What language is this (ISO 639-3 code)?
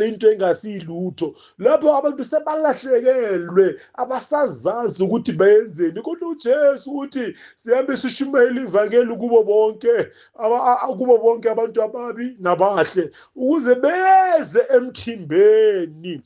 zul